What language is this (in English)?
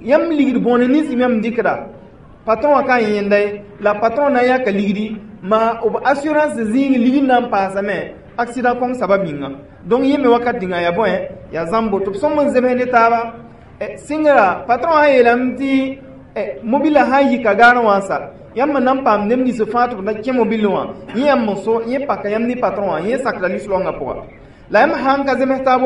Mossi